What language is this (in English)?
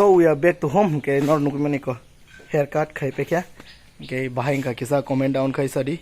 Kok Borok